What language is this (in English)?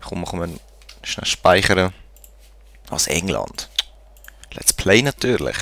Swiss German